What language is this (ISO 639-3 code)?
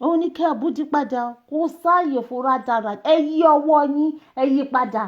yor